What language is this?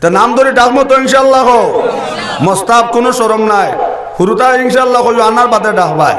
Sylheti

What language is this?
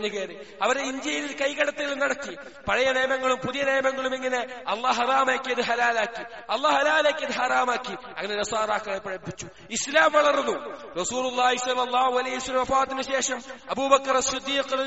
Malayalam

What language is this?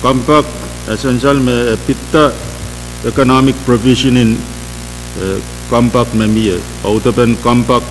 Pohnpeian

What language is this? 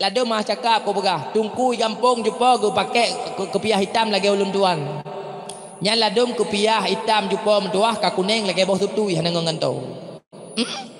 Achinese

